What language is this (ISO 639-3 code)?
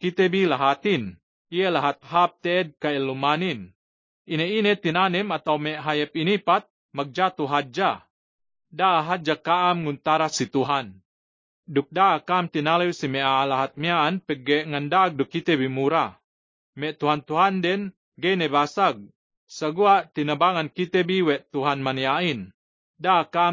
yka